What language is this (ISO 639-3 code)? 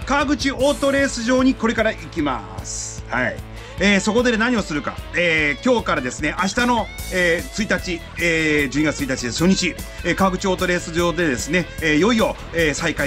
jpn